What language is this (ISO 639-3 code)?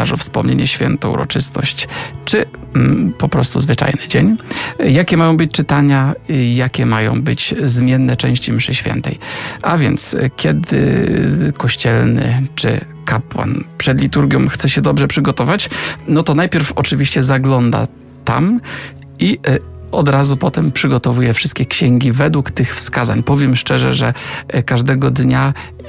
pol